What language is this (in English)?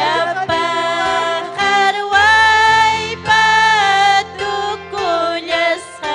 Ayacucho Quechua